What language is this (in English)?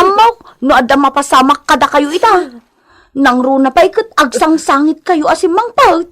Iloko